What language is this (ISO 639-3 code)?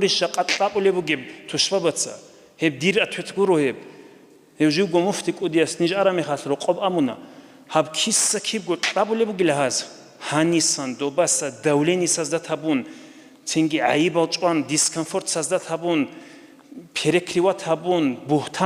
ava